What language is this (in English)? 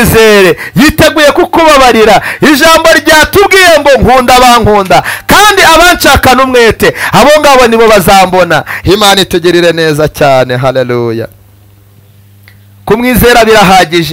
Kinyarwanda